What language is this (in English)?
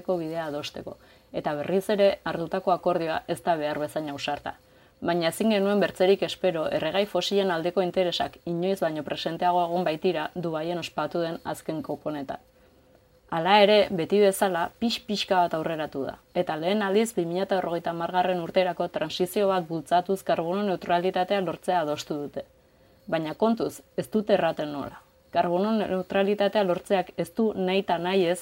Basque